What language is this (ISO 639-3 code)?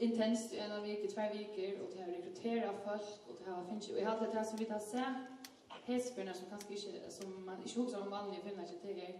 fao